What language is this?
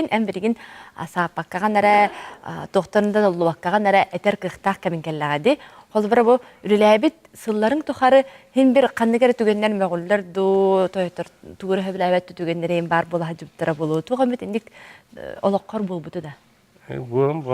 Yakut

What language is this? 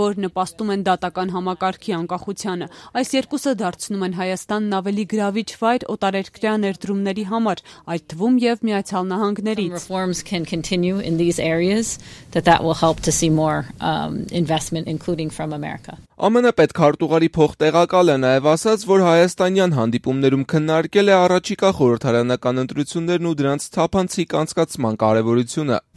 Armenian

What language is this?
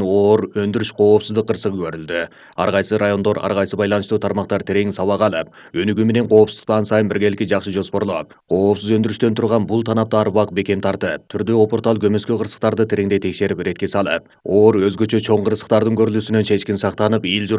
Kyrgyz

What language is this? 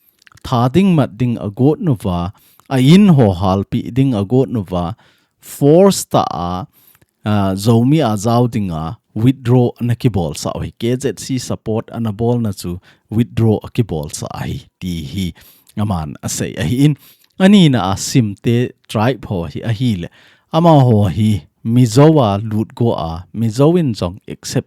Thado Chin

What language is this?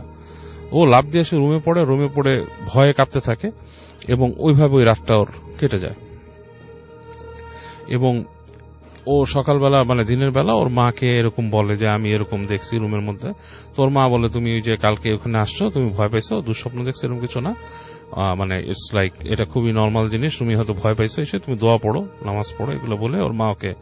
Bangla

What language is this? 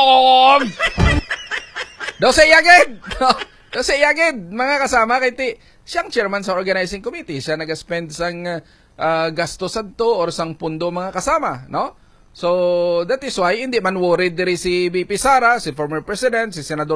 Hiligaynon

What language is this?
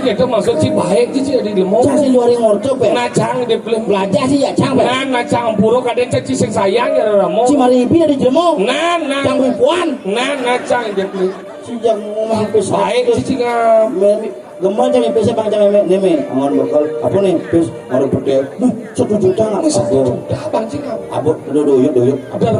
Balinese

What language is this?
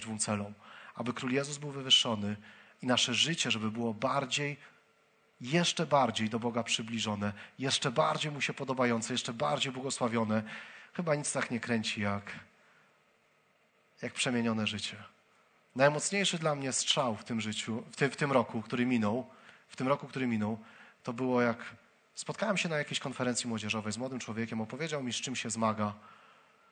Polish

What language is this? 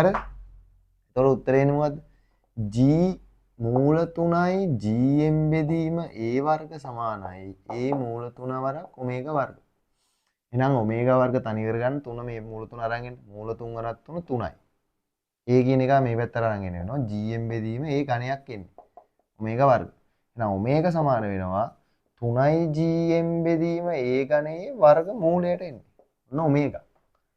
Sinhala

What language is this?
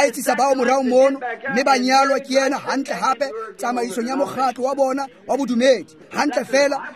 Tswana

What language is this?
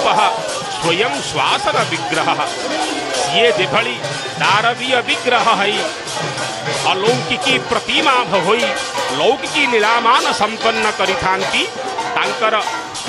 Odia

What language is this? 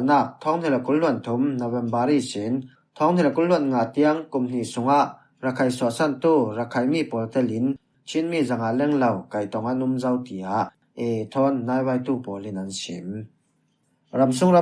Falam Chin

